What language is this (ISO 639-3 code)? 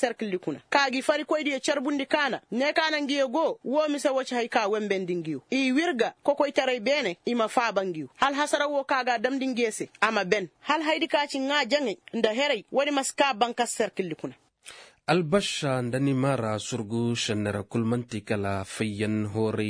ses